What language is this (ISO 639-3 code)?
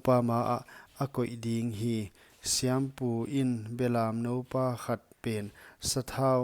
pck